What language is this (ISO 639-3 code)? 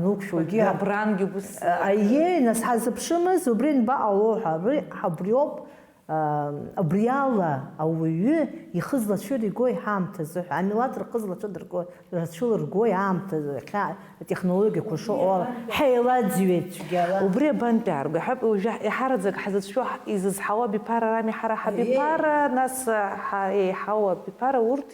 abk